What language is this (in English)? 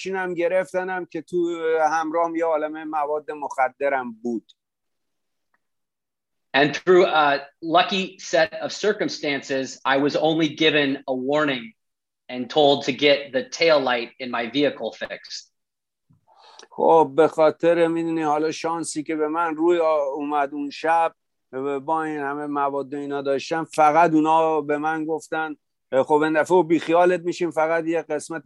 Persian